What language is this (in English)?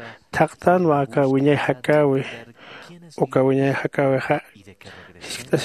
Aymara